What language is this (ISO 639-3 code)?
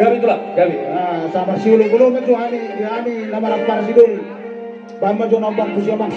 bbc